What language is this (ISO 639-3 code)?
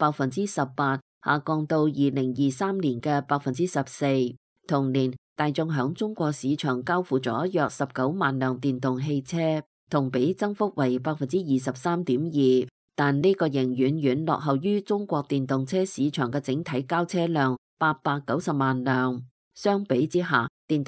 yue